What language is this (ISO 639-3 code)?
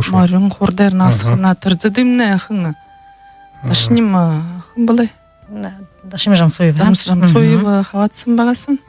bua